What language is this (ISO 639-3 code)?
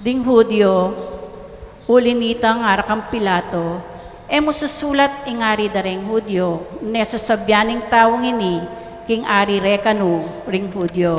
pam